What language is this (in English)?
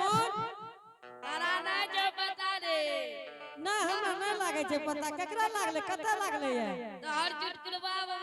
Angika